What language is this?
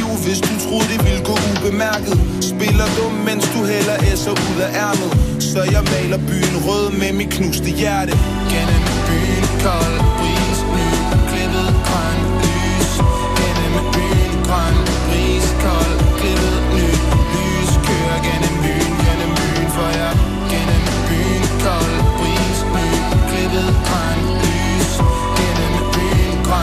Danish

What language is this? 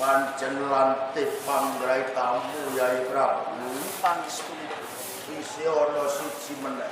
Javanese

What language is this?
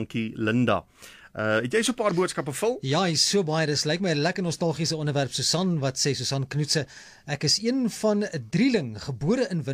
Afrikaans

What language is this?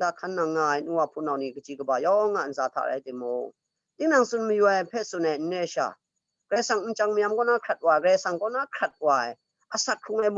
Kachin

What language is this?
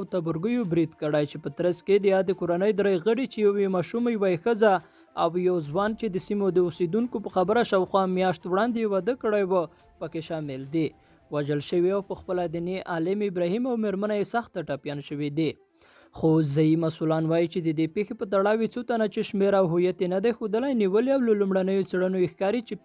Pashto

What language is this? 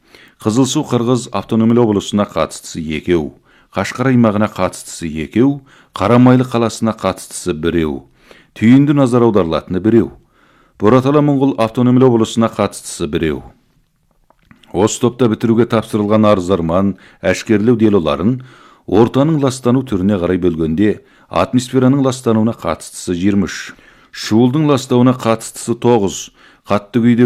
Kazakh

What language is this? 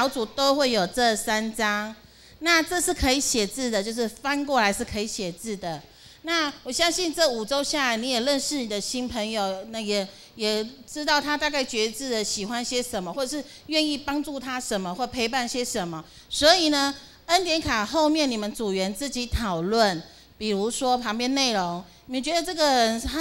Chinese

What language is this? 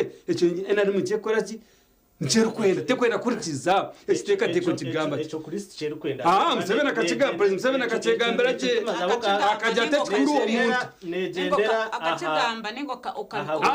Nyankole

